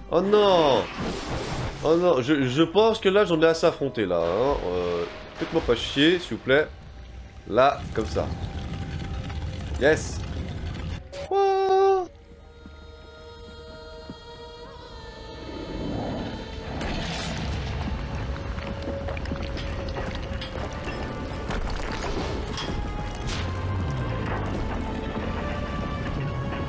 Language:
French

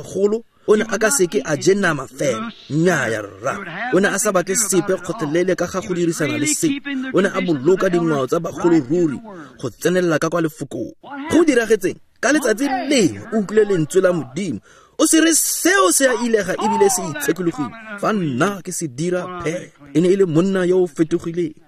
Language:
Tswana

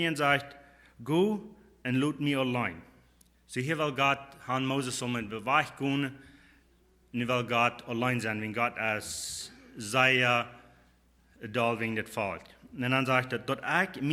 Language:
Plautdietsch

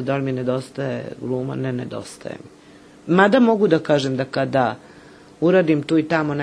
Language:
Serbian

